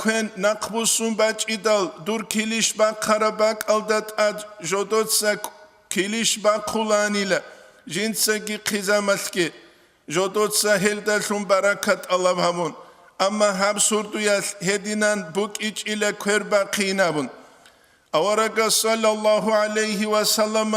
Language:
Avaric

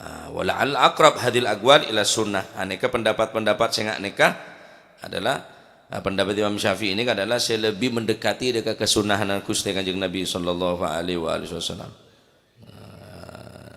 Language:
Madurese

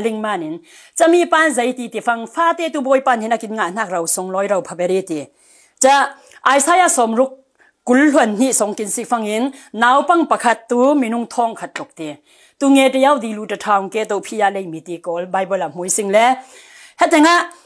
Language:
Falam Chin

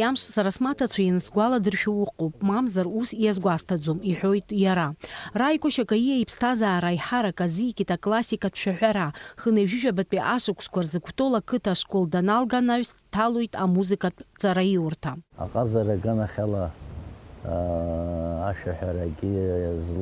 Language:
Abkhazian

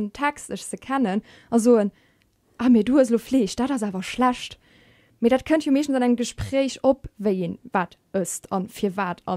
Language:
Luxembourgish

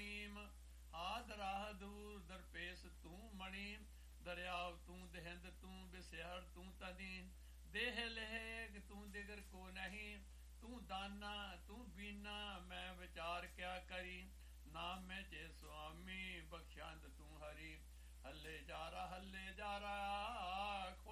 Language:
Punjabi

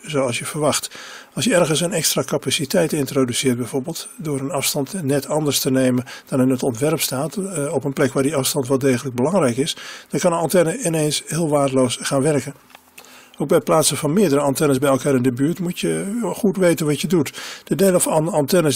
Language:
Dutch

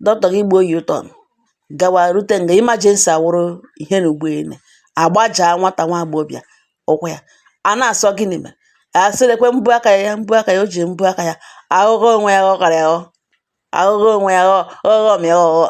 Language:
Igbo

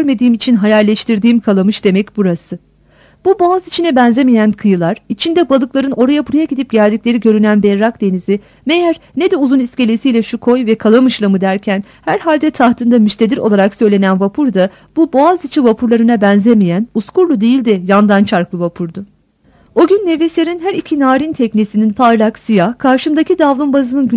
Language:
Turkish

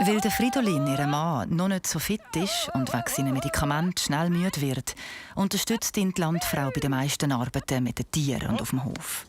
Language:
Swiss German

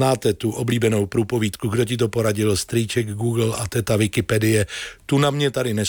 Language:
Czech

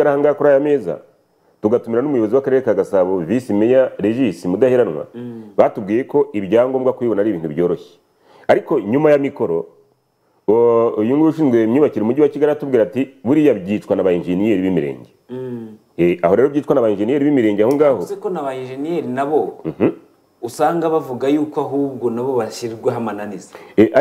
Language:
Kinyarwanda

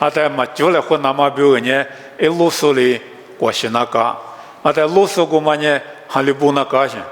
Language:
Lisu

